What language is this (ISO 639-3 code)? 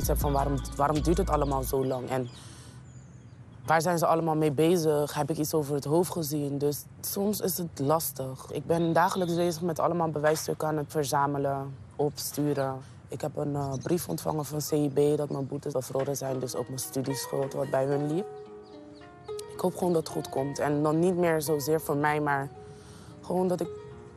nld